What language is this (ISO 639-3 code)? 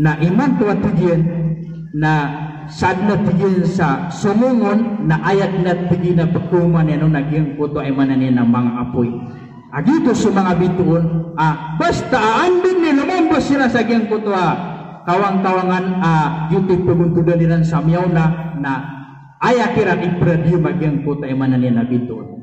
mrw